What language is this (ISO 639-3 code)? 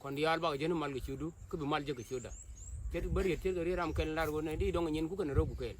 nus